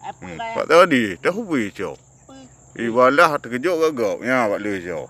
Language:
Achinese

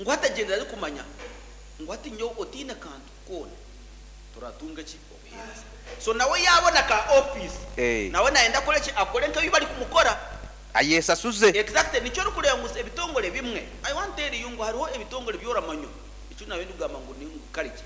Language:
Nyankole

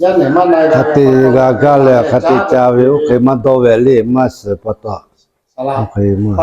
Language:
Lahu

